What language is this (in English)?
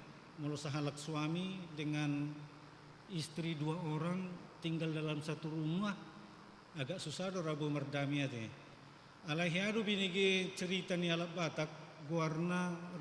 Batak Toba